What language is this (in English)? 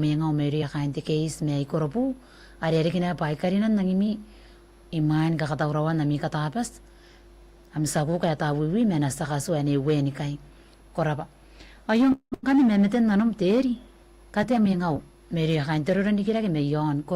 Gilbertese